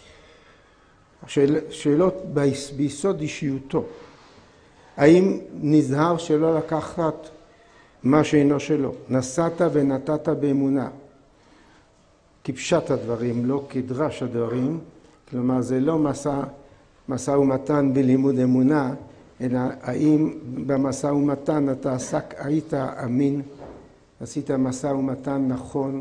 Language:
Hebrew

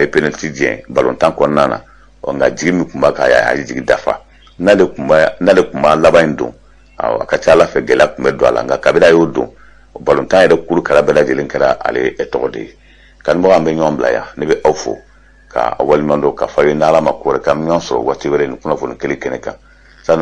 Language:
Bambara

